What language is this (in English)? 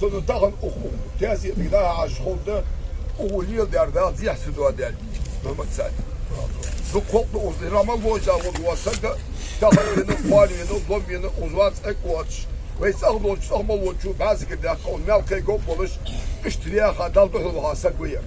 Ingush